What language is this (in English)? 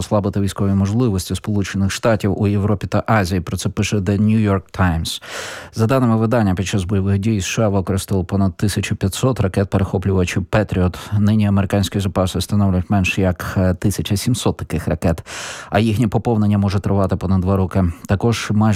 Ukrainian